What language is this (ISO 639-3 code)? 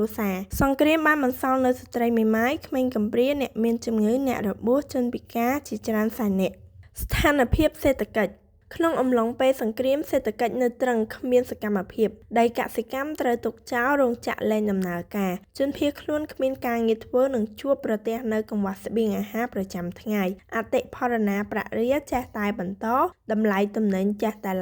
khm